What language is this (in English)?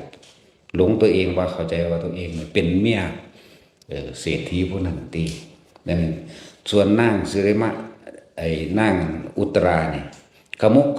Northeastern Thai